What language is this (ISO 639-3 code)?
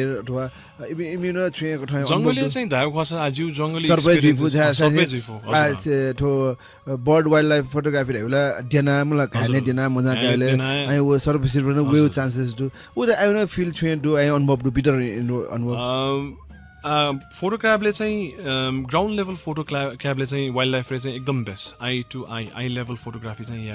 new